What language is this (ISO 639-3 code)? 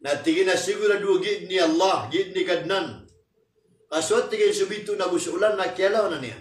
mrw